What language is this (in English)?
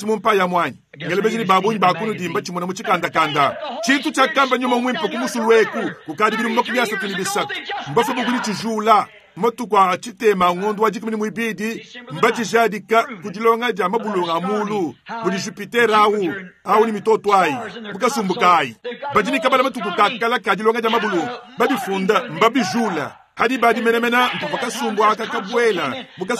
Luba-Lulua